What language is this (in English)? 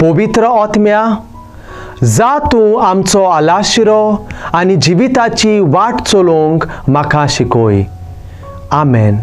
Konkani